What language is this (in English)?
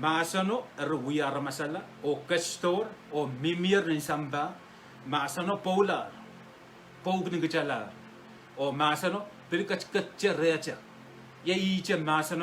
Pohnpeian